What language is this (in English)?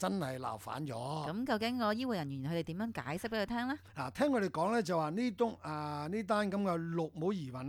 Cantonese